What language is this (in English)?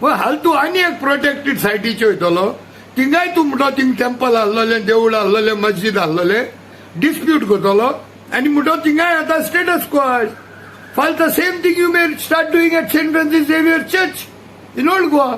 Konkani